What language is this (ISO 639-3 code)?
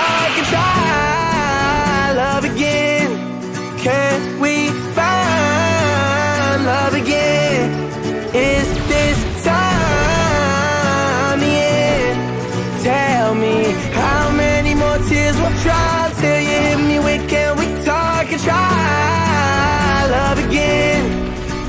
eng